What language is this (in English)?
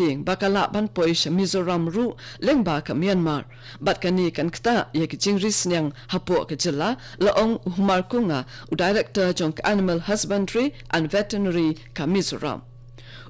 Khasi